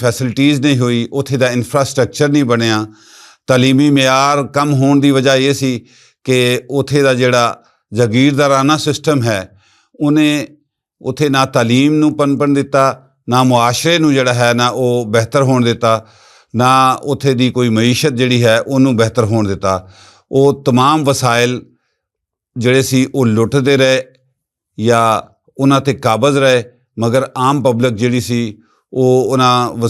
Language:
Western Panjabi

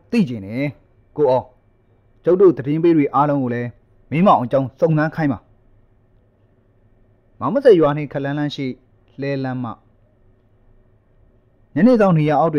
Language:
Burmese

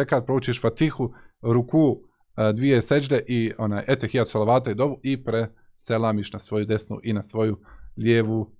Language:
Bosnian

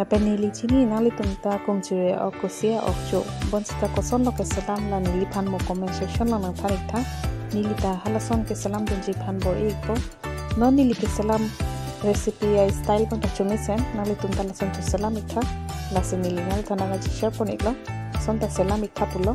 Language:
Karbi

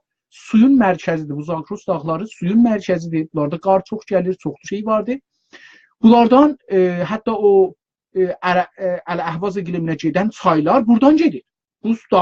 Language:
South Azerbaijani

